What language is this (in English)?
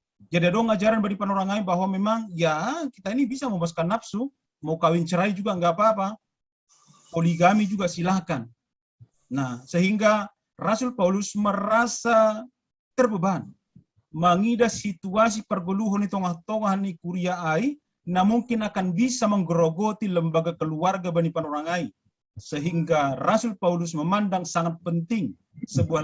Batak Simalungun